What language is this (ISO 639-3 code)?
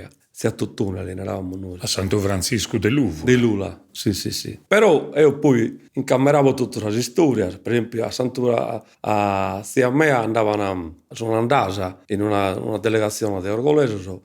srd